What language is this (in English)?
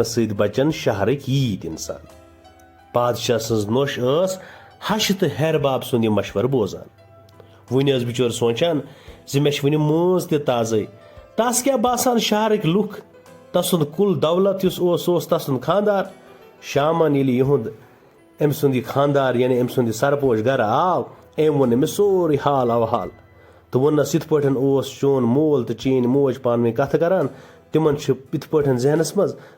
Kashmiri